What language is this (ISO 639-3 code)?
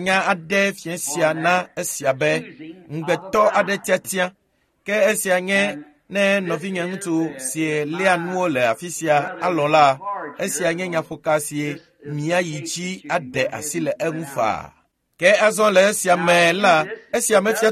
ewe